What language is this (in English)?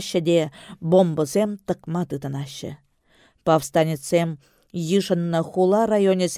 Chuvash